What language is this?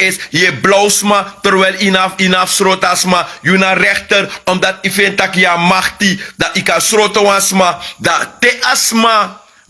Sranan Tongo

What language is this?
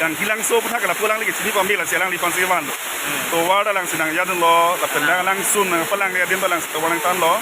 Karbi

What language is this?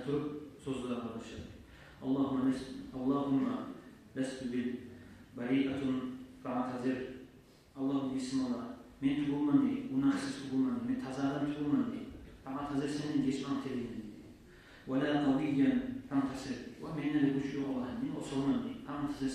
Kumyk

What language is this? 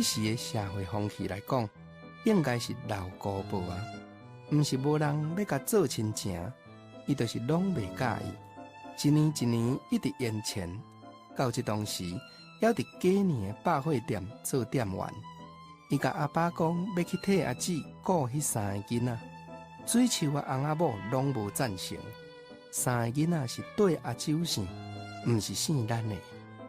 Min Nan Chinese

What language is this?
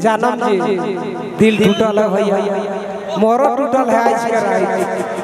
Sadri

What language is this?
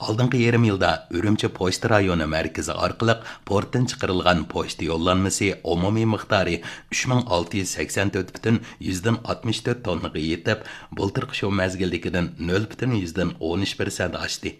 Uyghur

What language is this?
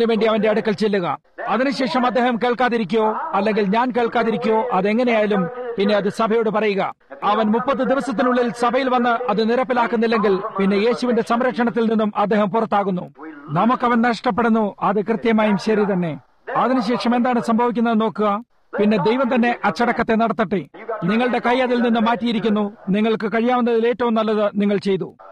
Malayalam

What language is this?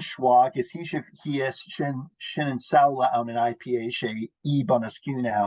Scottish Gaelic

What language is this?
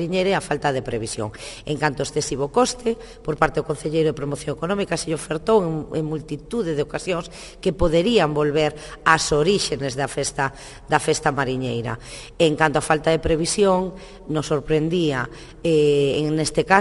Galician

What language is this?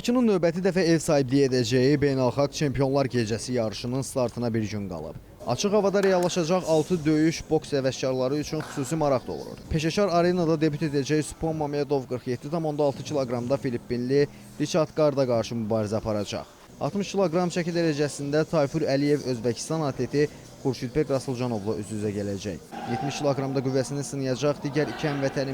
Azerbaijani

